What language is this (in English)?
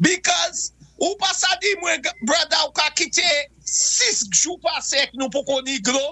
Saint Lucian Creole French